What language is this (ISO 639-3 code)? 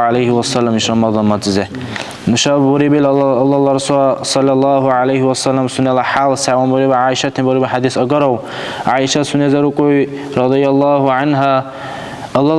dar